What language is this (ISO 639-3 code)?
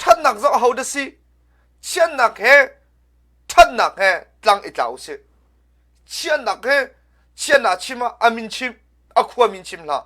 cnh